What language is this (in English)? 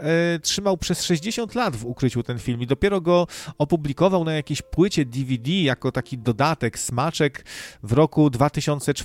Polish